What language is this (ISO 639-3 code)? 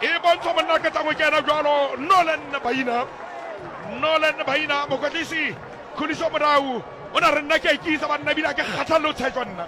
sot